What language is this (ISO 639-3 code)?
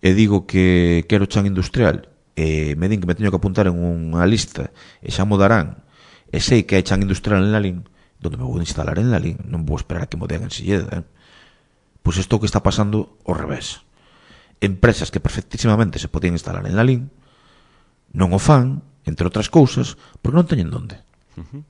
glg